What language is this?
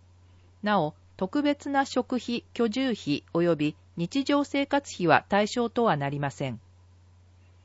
Japanese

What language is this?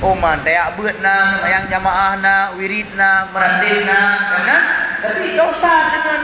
Achinese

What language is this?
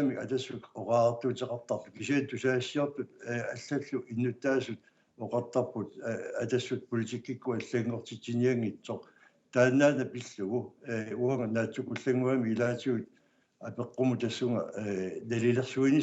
Kalaallisut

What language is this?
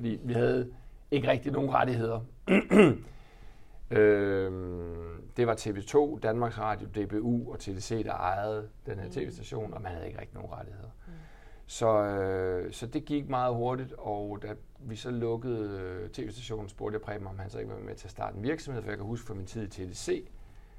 Danish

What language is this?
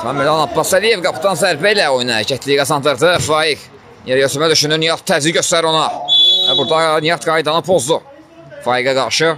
Azerbaijani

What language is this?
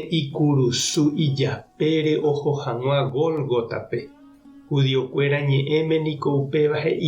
Guarani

